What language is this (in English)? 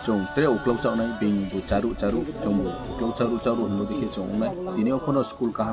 Kok Borok